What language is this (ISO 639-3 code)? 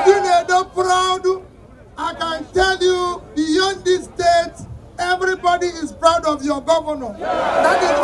pcm